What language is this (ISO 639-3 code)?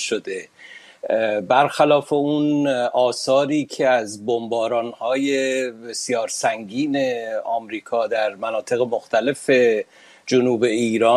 fas